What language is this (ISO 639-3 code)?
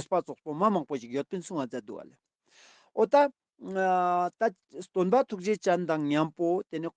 lbj